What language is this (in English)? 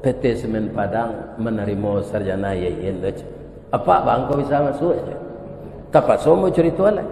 Minangkabau